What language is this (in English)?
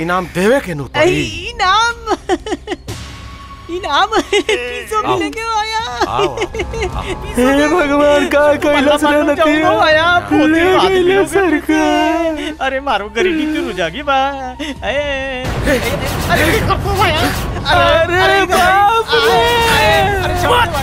Bhojpuri